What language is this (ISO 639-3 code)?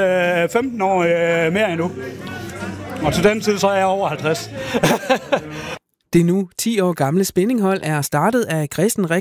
dan